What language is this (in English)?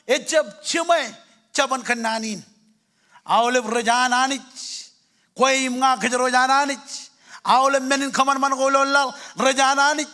Marshallese